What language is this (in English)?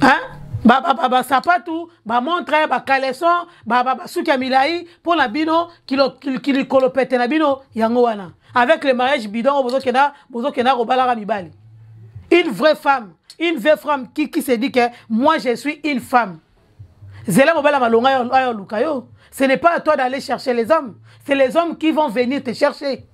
Lingala